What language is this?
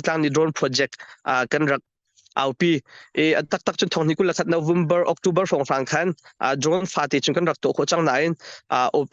Hakha Chin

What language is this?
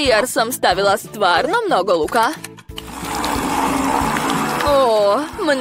Croatian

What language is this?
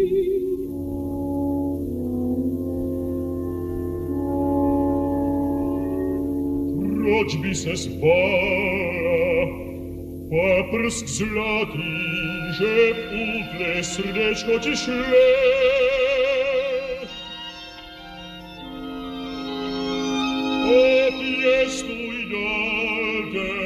Czech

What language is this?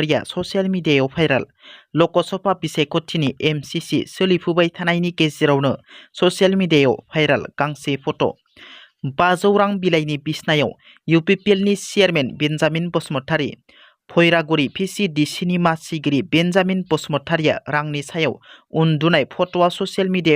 Bodo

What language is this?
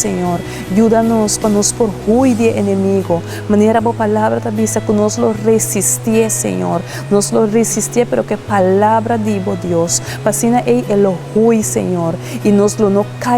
Papiamento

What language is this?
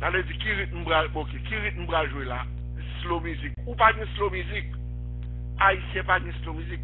Haitian Creole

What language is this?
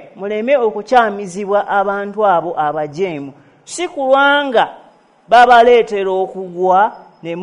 Ganda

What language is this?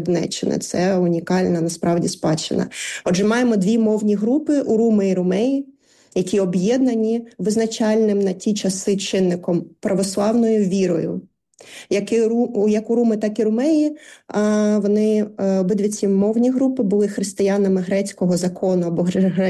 Ukrainian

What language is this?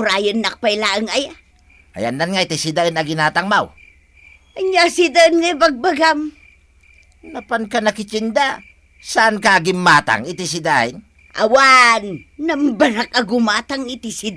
Iloko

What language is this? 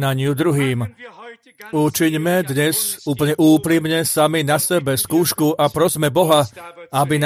Slovak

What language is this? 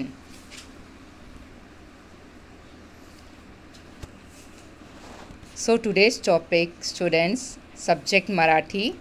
Marathi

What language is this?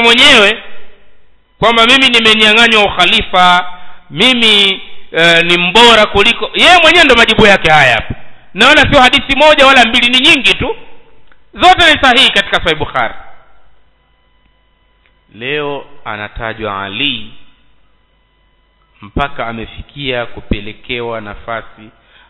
Swahili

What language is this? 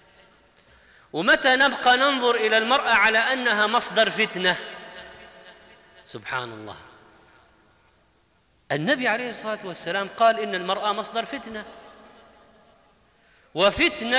Arabic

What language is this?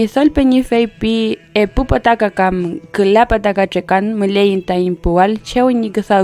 Mapuche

